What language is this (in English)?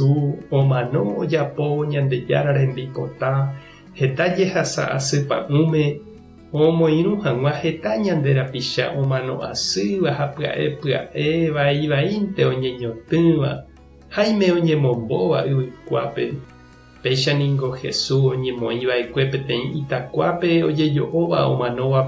Guarani